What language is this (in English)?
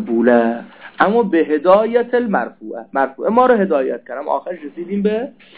Persian